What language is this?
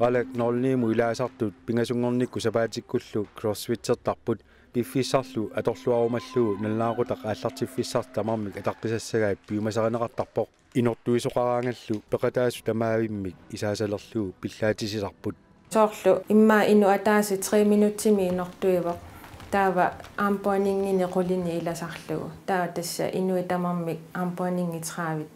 Kalaallisut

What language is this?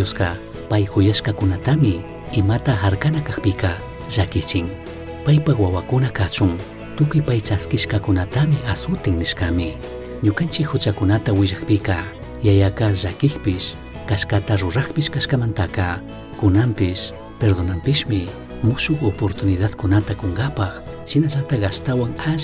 Chimborazo Highland Quichua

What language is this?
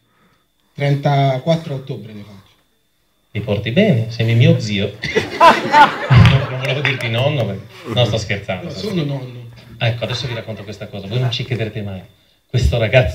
Italian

